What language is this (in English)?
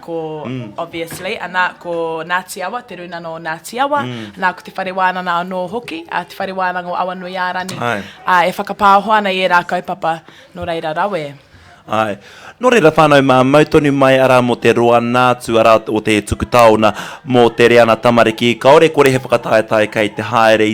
Māori